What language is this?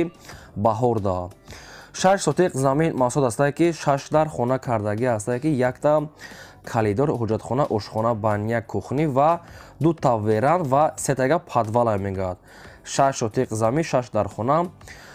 Tajik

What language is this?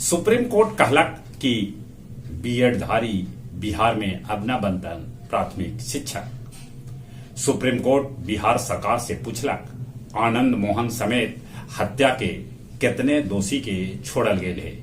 Magahi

